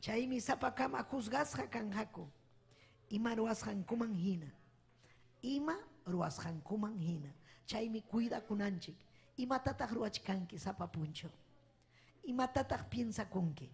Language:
Ayacucho Quechua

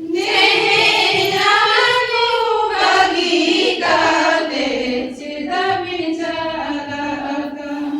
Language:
Santali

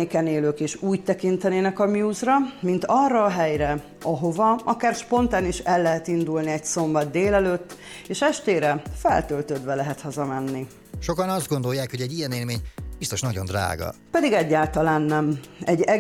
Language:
Hungarian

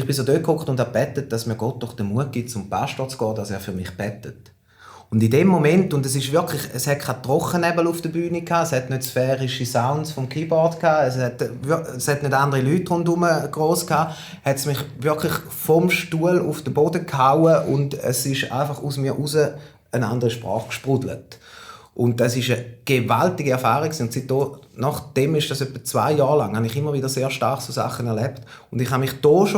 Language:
Swiss German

